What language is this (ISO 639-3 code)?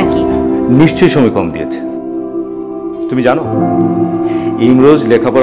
ben